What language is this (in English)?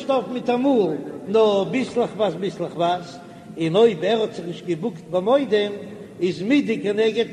Yiddish